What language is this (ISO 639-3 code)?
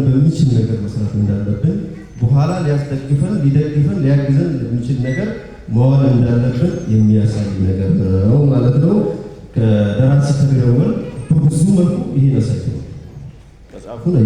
amh